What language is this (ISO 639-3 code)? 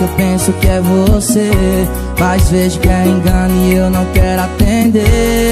por